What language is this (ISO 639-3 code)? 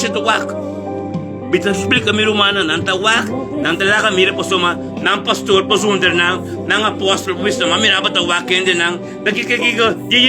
pap